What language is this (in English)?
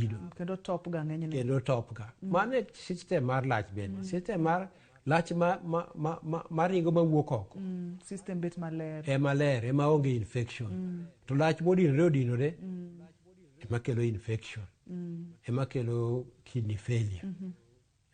Luo (Kenya and Tanzania)